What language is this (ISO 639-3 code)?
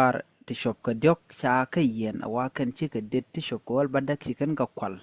nus